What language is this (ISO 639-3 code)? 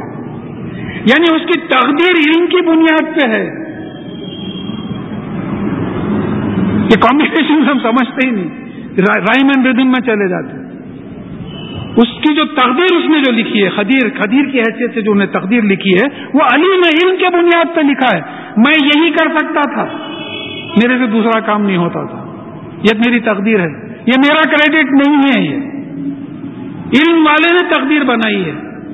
urd